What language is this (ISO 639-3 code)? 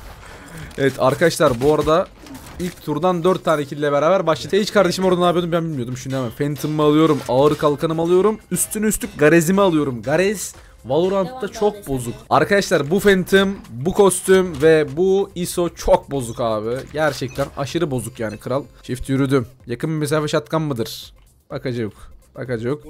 tur